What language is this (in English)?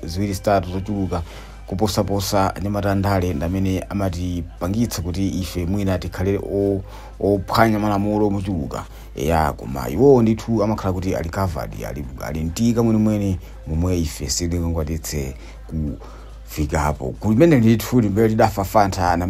Nyanja